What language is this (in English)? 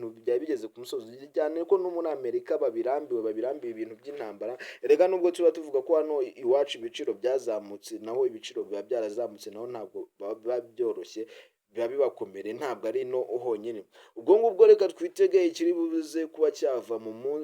Kinyarwanda